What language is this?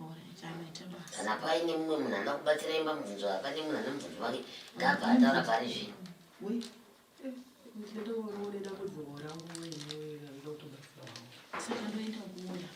Shona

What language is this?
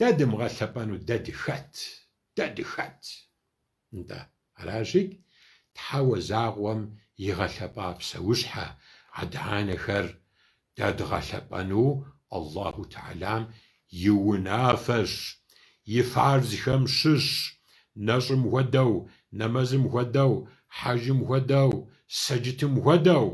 Kabardian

